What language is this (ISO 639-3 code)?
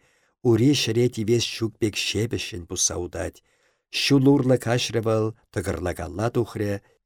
chv